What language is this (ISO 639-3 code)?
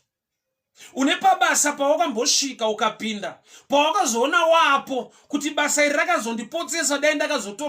sna